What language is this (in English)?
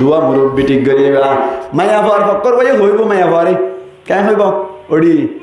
Rohingya